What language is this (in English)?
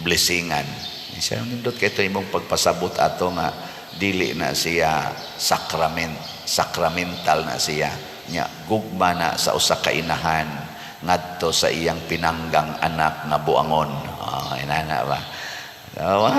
Cebuano